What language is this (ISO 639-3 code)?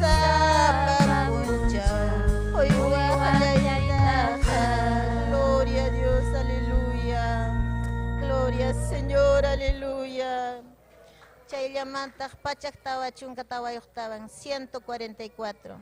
quy